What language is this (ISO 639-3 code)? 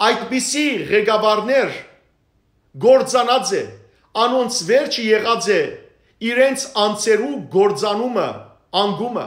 hyw